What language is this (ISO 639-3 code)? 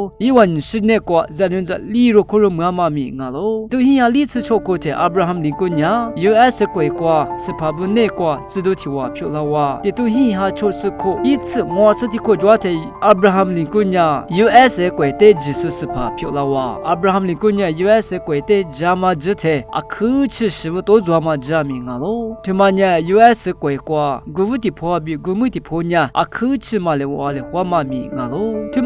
lis